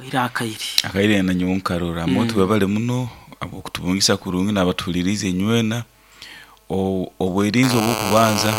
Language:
Nyoro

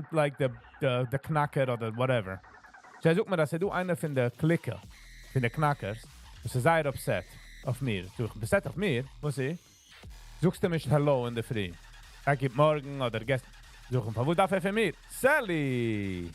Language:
Yiddish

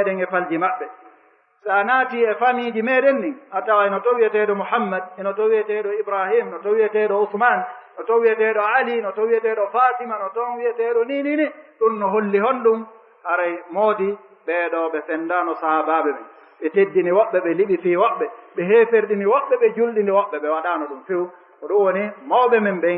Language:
Fula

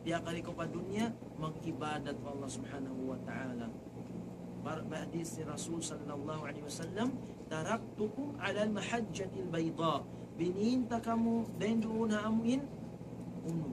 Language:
Tausug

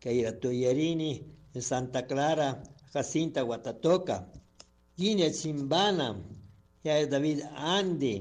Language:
Chimborazo Highland Quichua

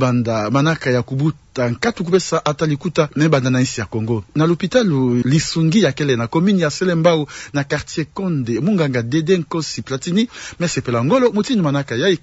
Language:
Kituba (Democratic Republic of Congo)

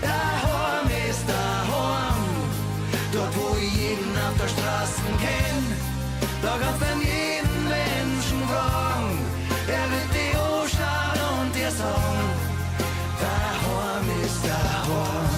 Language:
Bavarian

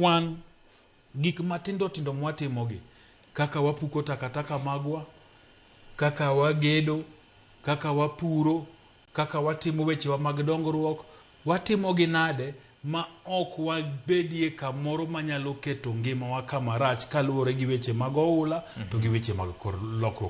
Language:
Luo (Kenya and Tanzania)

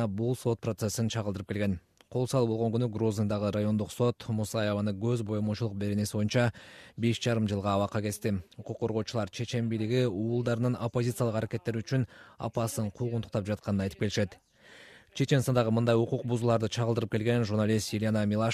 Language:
Kyrgyz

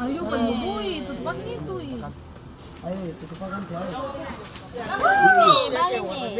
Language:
Ambonese Malay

